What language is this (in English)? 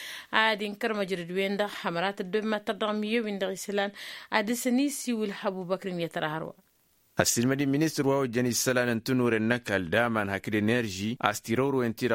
Tamasheq